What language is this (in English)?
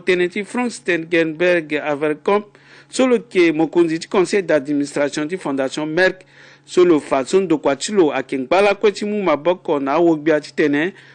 Sango